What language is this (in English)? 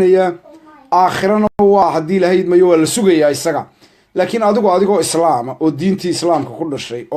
Somali